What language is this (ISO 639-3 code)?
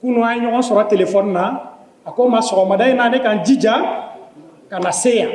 bam